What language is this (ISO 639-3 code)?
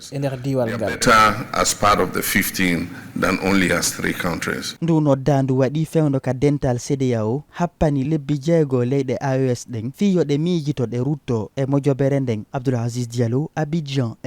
ful